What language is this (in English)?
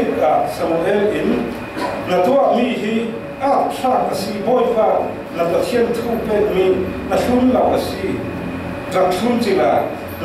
Falam Chin